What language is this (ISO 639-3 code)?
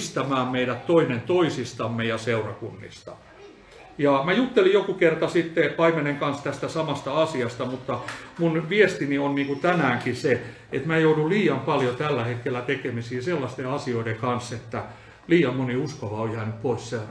fin